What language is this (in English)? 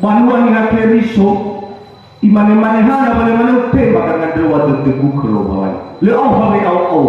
Nias